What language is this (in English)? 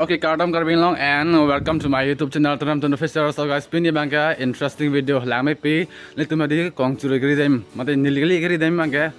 Karbi